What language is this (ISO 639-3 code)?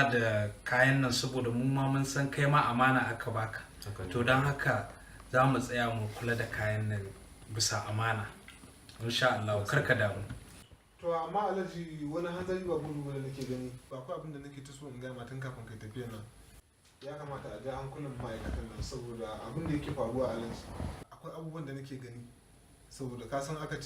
hau